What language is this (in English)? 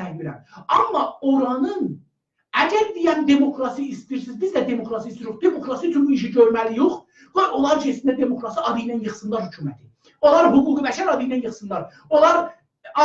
South Azerbaijani